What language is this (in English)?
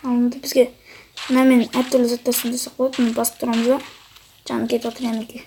Kazakh